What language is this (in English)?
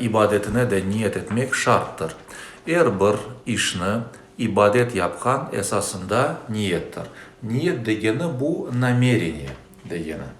Crimean Tatar